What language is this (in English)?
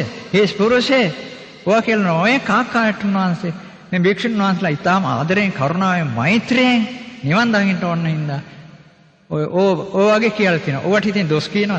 Sinhala